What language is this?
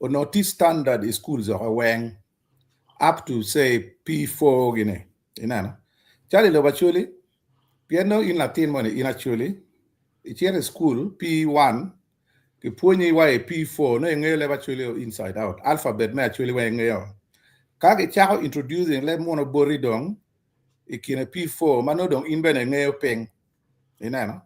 Acoli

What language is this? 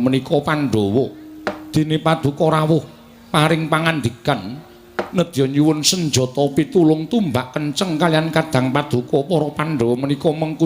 Javanese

